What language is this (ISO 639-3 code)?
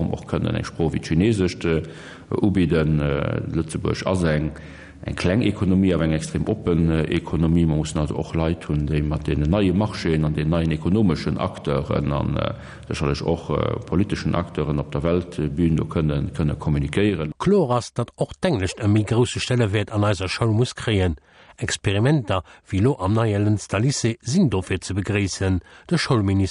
ltz